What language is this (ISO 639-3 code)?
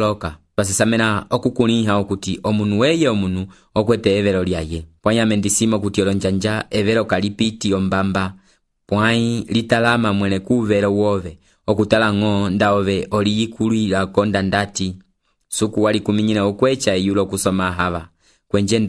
umb